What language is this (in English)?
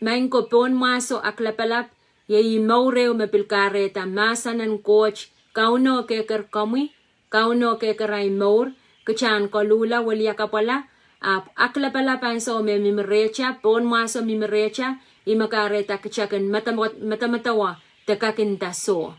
Pohnpeian